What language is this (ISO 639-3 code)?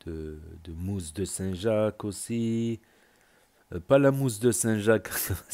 fra